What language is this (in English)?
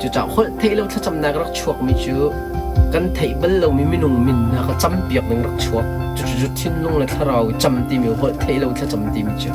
Hakha Chin